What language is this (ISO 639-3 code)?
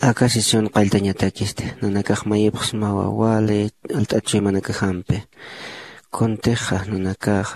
aym